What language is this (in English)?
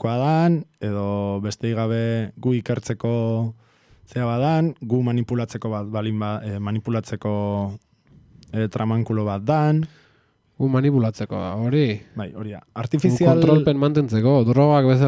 Basque